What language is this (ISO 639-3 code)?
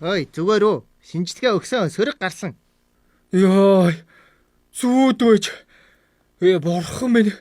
mon